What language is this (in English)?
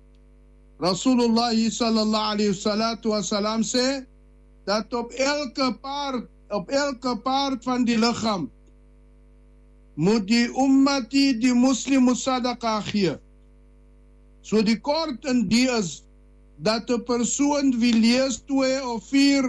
Afrikaans